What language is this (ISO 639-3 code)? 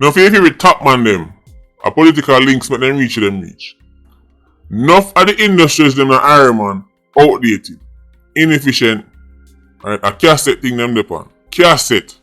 jam